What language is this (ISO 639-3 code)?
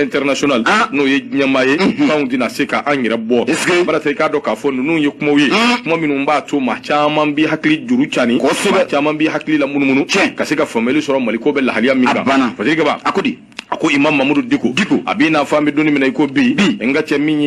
bam